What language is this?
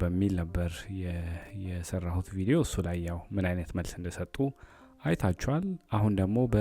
Amharic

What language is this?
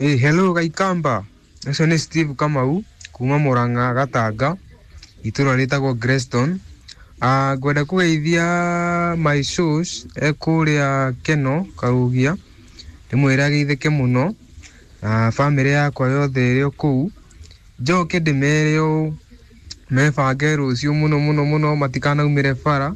Kikuyu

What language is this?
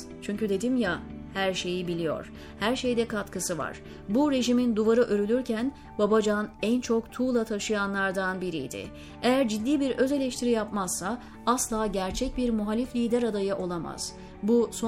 Turkish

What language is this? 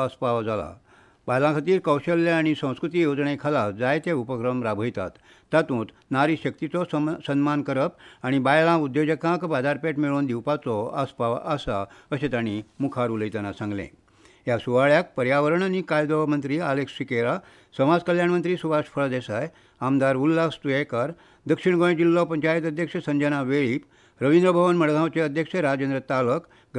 Konkani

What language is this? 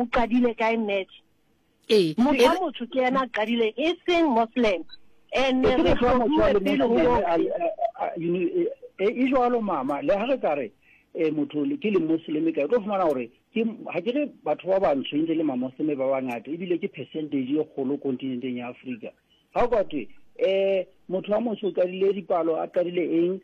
Southern Sotho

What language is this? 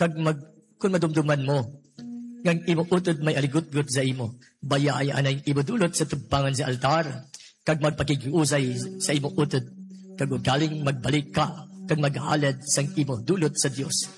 Hiligaynon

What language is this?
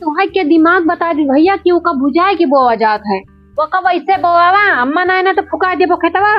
Awadhi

